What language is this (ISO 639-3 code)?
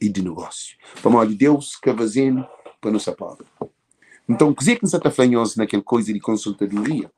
kea